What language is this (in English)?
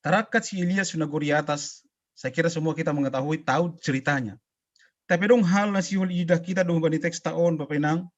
Batak Simalungun